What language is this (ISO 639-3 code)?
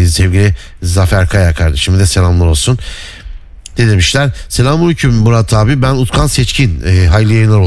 tur